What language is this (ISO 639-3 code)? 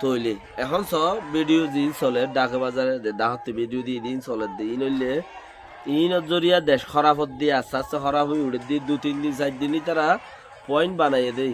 rhg